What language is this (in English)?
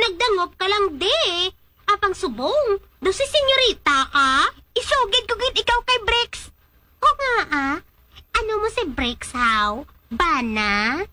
Hiligaynon